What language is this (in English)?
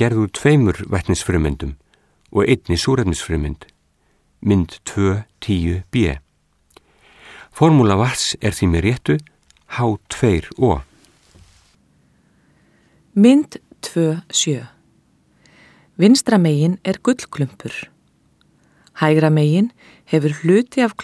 Icelandic